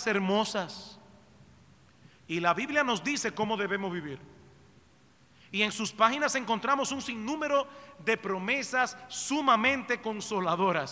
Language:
Spanish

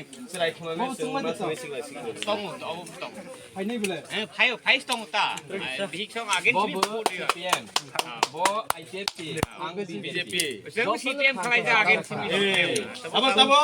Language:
Kok Borok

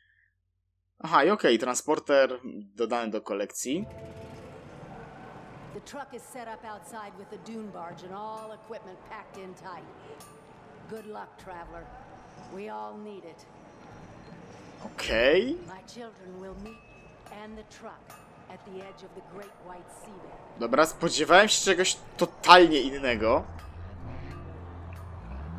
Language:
Polish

